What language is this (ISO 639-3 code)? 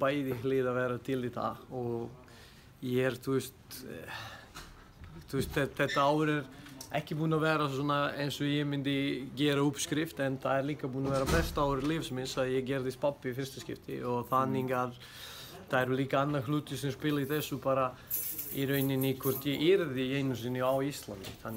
isl